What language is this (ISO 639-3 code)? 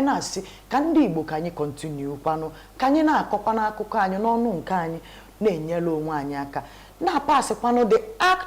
ibo